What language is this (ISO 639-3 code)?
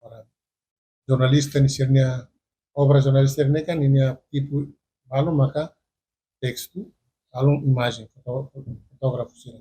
tet